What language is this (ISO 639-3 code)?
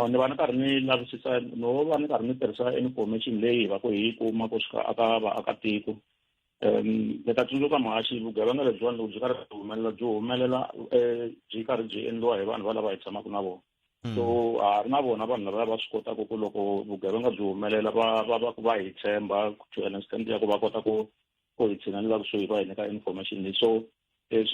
tso